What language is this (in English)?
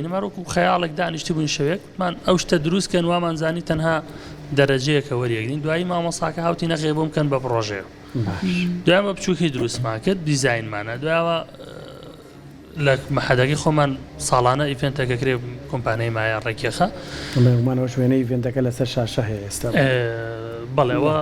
Central Kurdish